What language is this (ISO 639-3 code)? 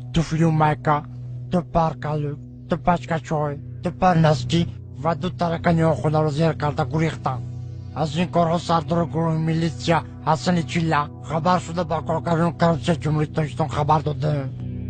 tgk